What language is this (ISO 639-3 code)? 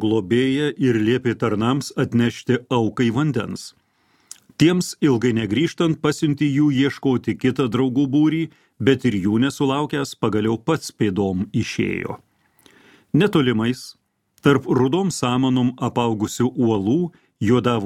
lit